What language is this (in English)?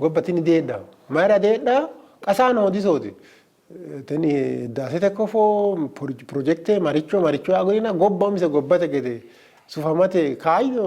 Sidamo